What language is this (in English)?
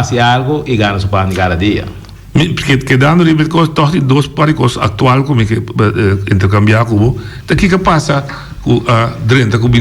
Papiamento